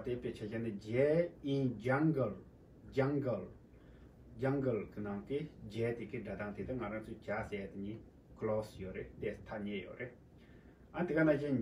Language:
Tibetan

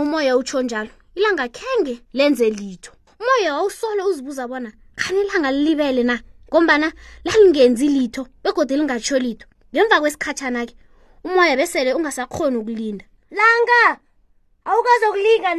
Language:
South Ndebele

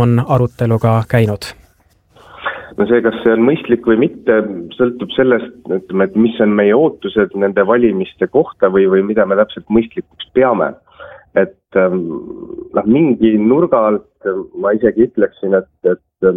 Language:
Estonian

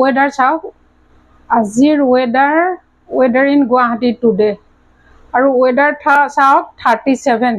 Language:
Assamese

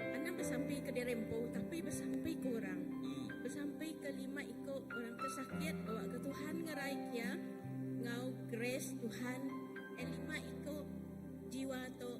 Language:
Iban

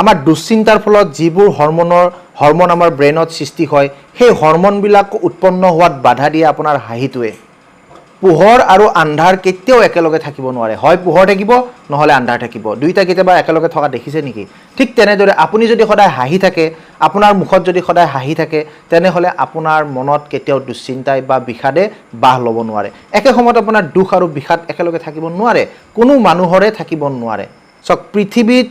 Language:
Assamese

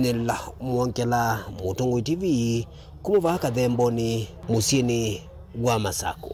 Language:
Kamba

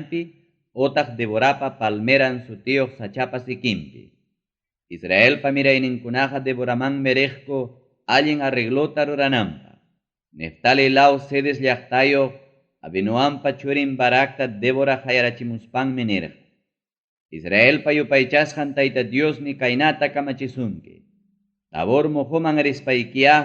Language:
Ayacucho Quechua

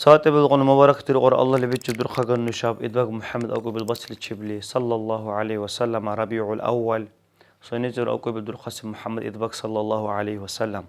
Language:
Dargwa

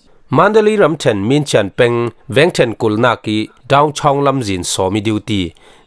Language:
Falam Chin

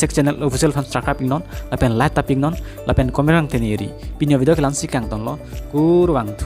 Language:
Karbi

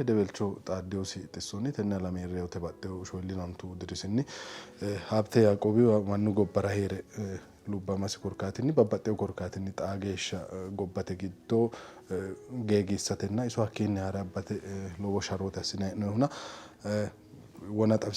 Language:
Sidamo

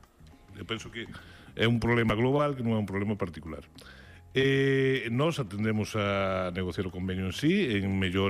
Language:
Galician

